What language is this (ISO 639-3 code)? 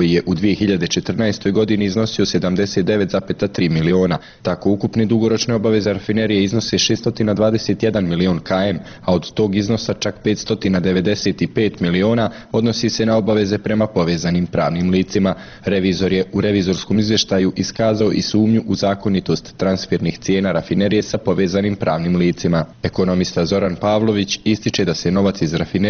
bos